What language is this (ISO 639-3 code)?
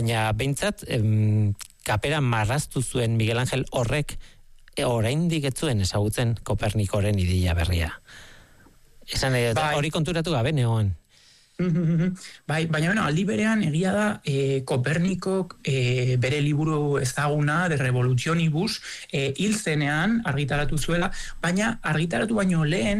eus